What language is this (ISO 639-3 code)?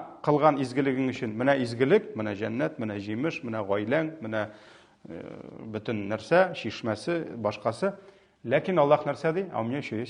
tat